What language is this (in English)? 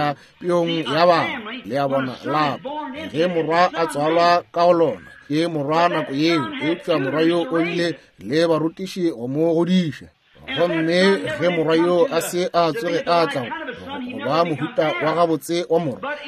Northern Sotho